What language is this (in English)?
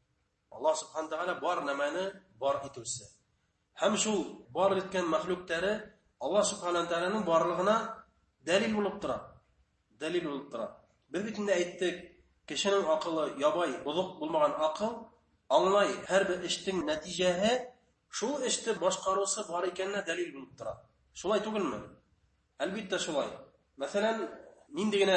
Bashkir